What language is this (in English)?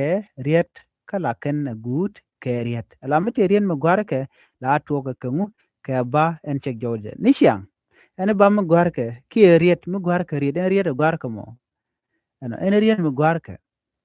Nuer